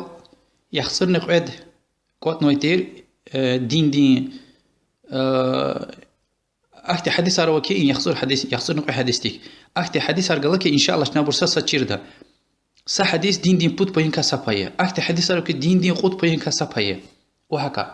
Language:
Lezghian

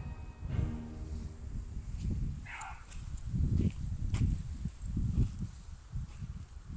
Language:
Polish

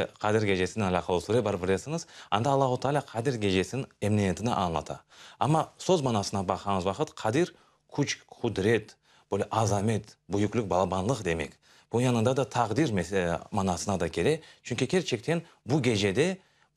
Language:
Crimean Tatar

